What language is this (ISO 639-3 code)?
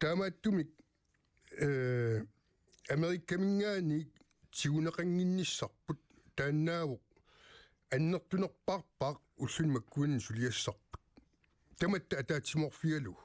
kal